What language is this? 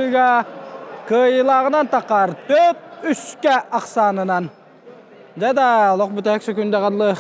Yakut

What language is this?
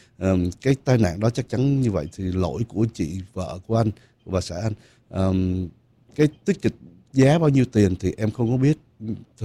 Vietnamese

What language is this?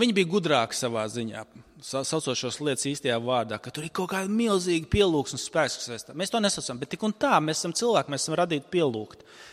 Latvian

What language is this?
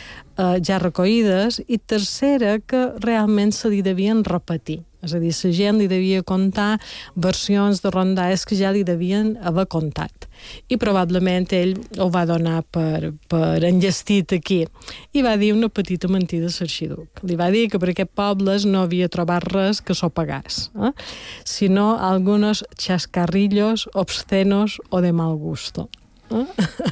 Catalan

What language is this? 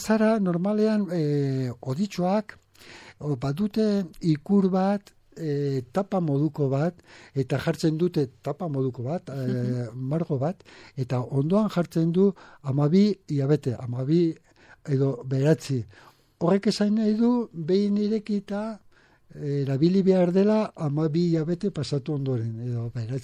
Basque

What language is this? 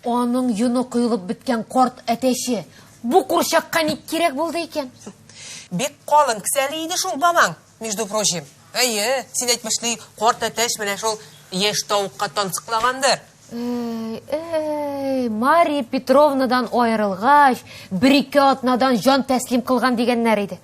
Tatar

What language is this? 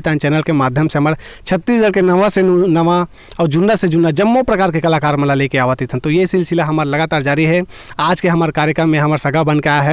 Chhattisgarhi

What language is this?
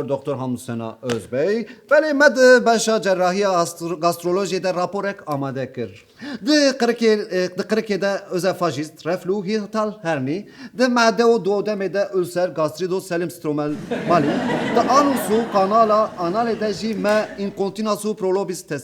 Kurdish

